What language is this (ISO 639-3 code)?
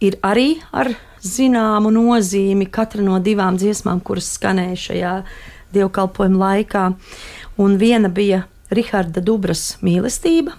lav